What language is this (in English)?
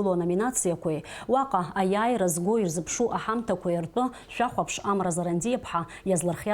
Abkhazian